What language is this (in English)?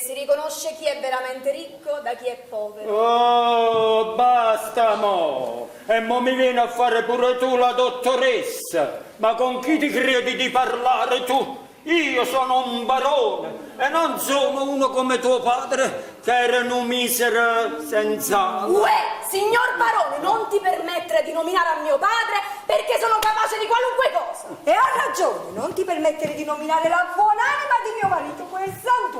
Neapolitan